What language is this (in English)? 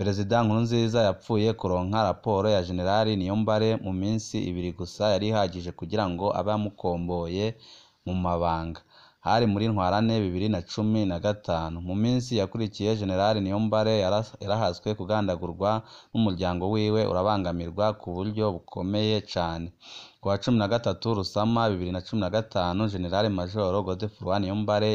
Rundi